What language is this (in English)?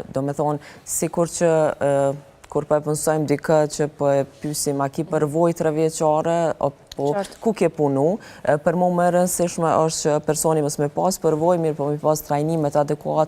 Albanian